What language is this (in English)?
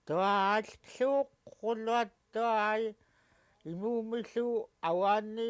Central Yupik